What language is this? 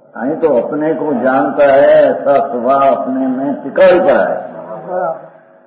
Gujarati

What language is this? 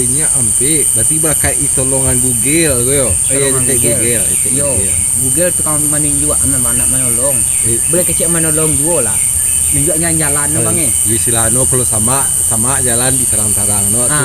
Minangkabau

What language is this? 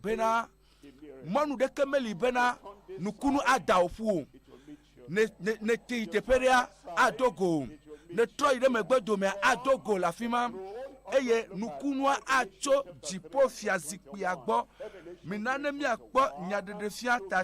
Ewe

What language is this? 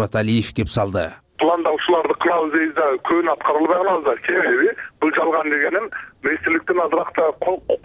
Kyrgyz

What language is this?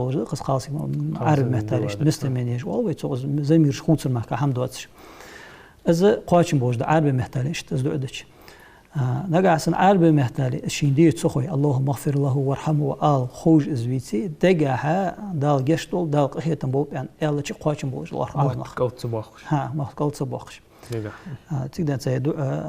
Ingush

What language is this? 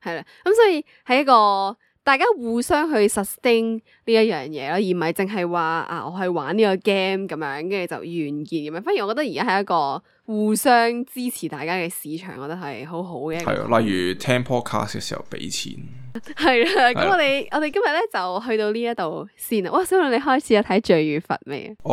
Cantonese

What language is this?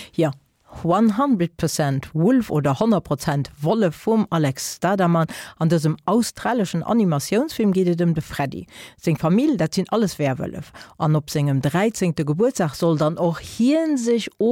Luxembourgish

